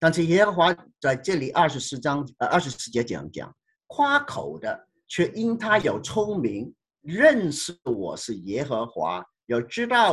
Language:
Chinese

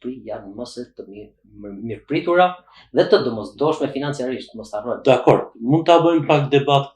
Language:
Albanian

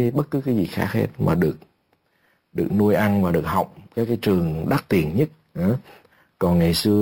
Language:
Vietnamese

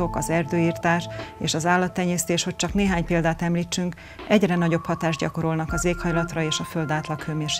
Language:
Hungarian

